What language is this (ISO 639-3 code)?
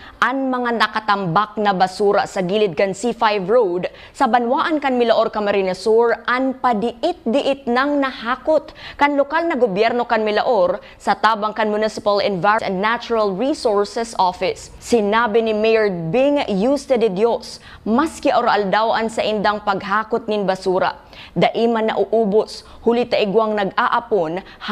bik